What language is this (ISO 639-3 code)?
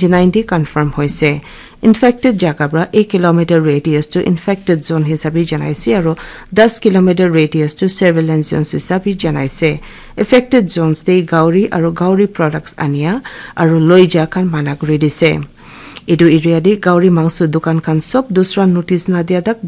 nag